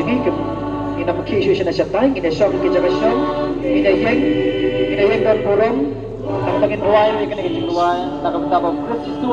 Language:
Khasi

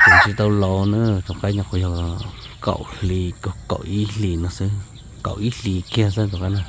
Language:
Hmong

